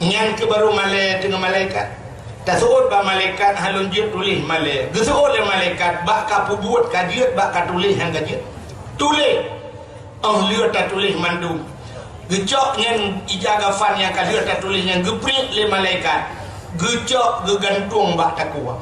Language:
Achinese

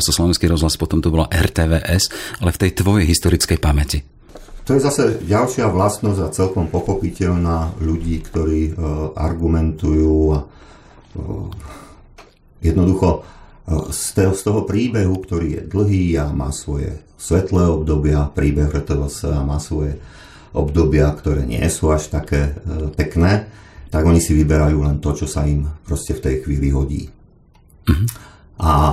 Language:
Slovak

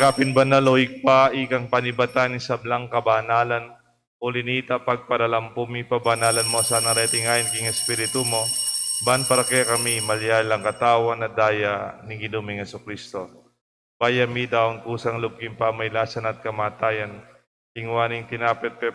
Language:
Pampanga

